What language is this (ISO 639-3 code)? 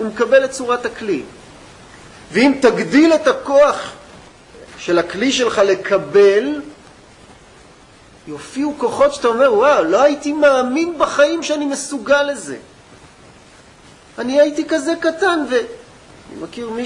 heb